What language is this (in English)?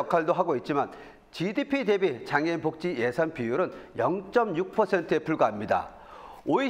Korean